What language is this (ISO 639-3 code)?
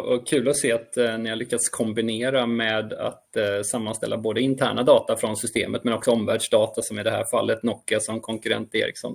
swe